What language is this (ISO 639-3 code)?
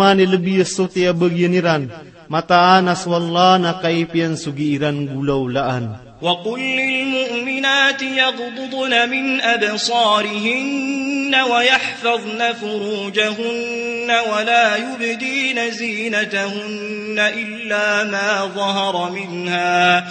mrw